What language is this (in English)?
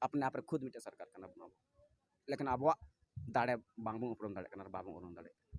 Santali